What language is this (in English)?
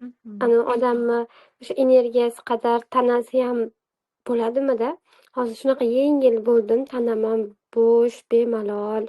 Uzbek